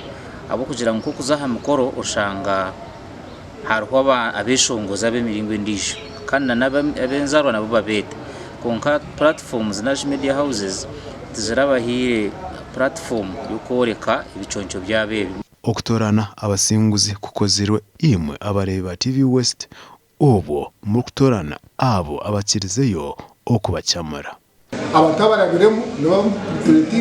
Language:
Nyankole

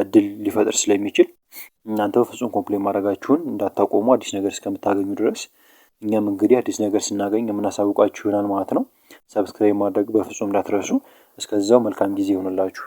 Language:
Amharic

